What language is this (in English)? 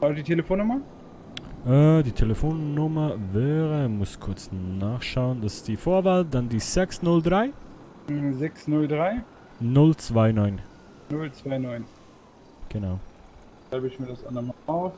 Swiss German